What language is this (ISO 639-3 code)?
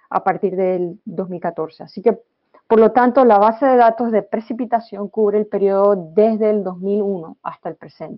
spa